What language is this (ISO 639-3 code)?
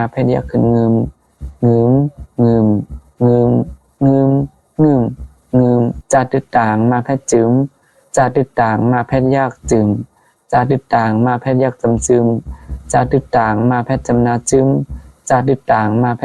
shn